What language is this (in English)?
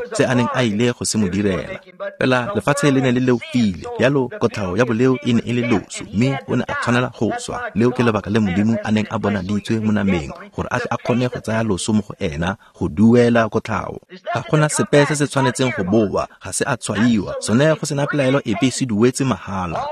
Tswana